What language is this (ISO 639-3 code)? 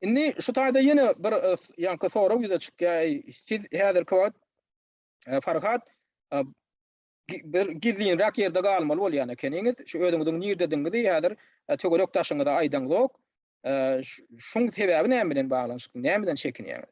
tuk